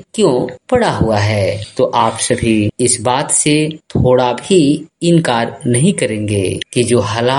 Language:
Hindi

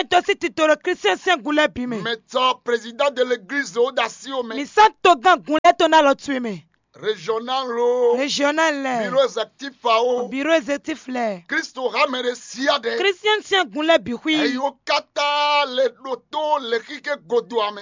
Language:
Fon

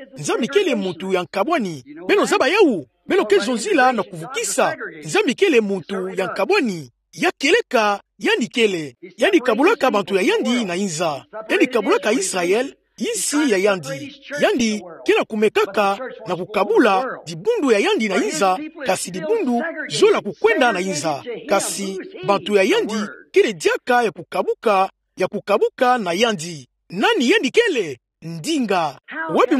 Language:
Kituba (Democratic Republic of Congo)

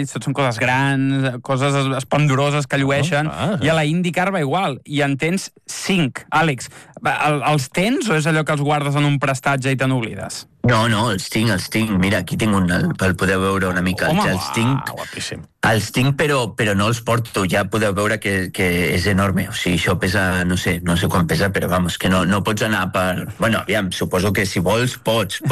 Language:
Catalan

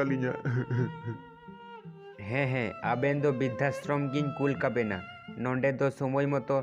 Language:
Santali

